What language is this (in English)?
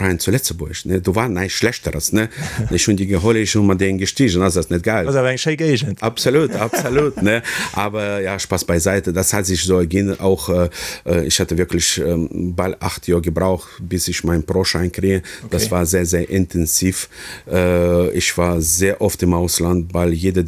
Luxembourgish